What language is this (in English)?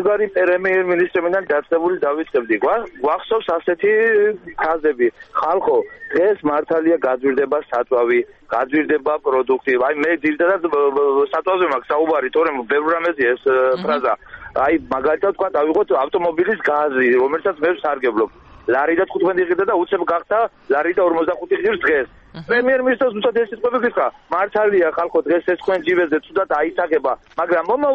Georgian